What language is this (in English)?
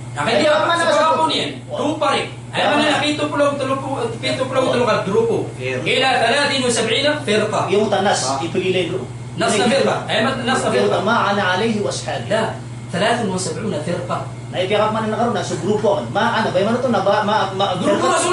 Maranao